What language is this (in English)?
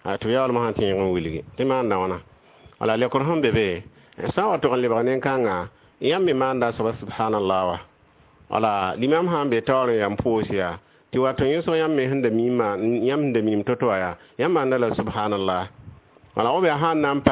Mossi